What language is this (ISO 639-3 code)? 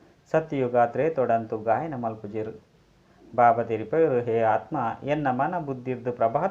tcy